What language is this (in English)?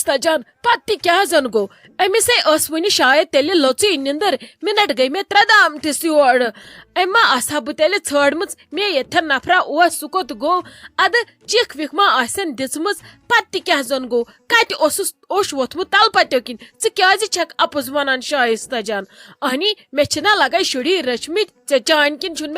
Kashmiri